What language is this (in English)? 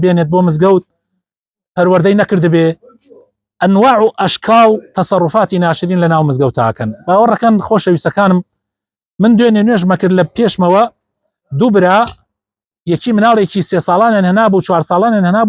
Central Kurdish